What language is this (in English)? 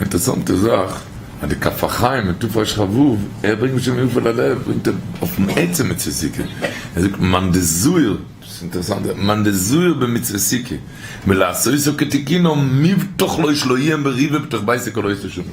Yiddish